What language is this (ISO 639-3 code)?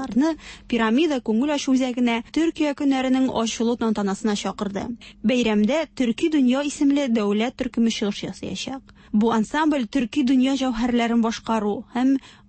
tat